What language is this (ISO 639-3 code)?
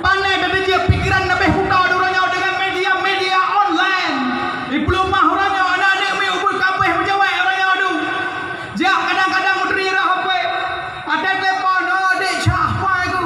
ace